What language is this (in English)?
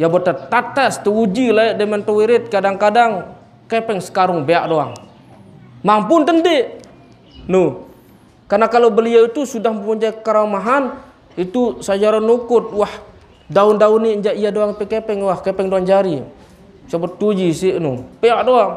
Sasak